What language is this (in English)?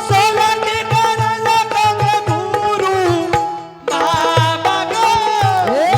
Angika